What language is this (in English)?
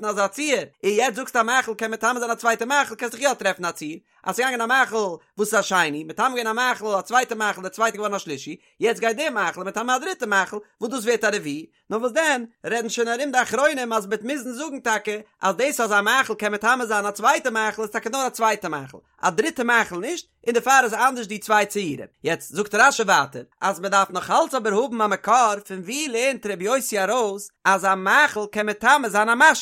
Yiddish